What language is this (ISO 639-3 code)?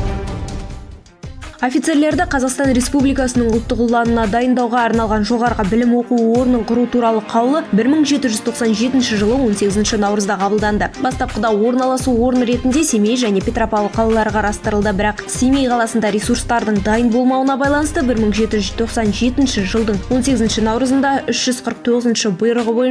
kaz